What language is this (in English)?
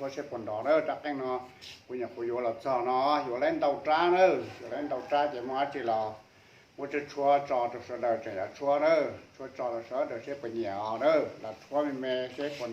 Hmong